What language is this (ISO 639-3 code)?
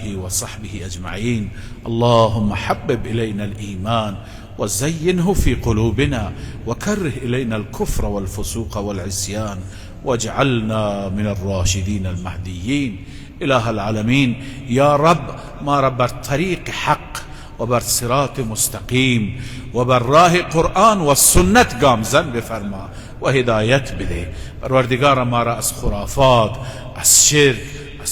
fas